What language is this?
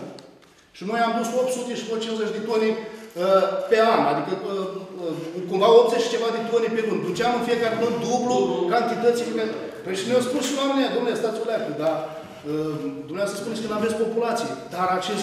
Romanian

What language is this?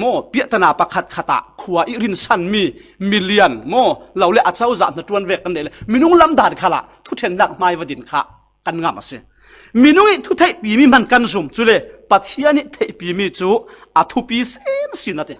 Falam Chin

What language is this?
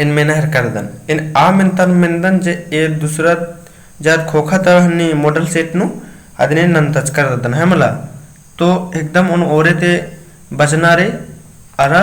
Kurukh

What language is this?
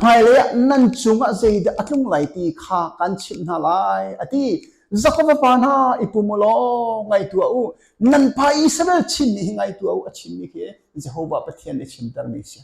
Hakha Chin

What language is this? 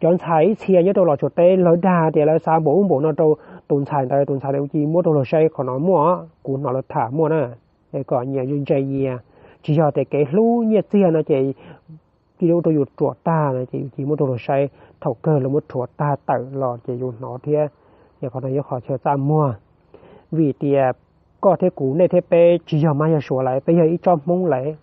Hmong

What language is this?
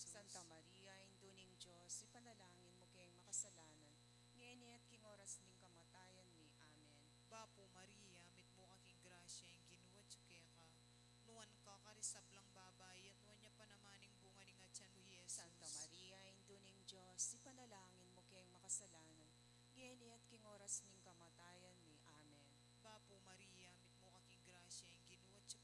Pampanga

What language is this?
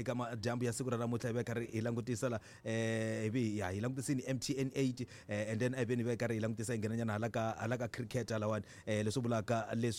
Tsonga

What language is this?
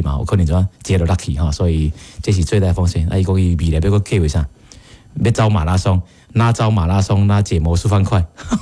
Min Nan Chinese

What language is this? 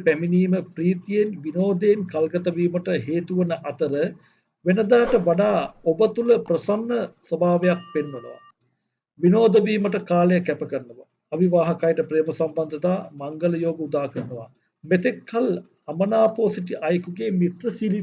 Sinhala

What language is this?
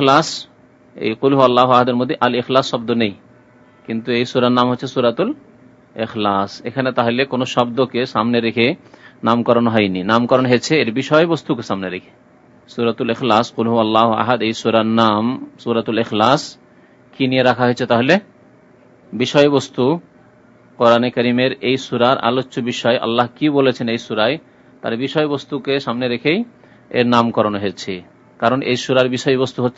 Bangla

